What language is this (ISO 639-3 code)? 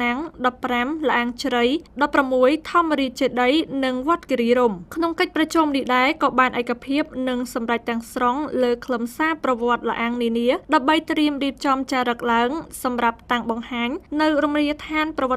khm